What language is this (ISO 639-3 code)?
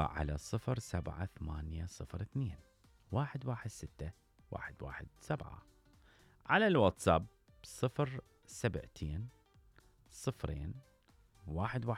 acm